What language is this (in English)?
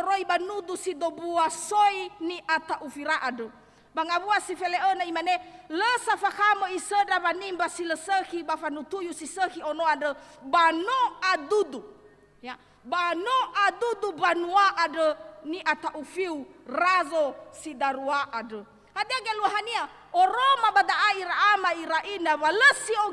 Nias